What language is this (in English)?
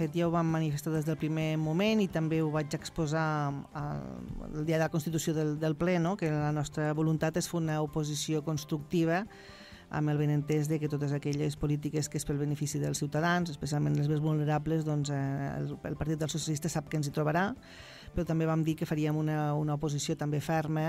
Catalan